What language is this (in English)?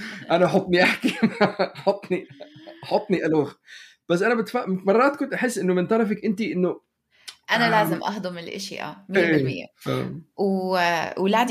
North Levantine Arabic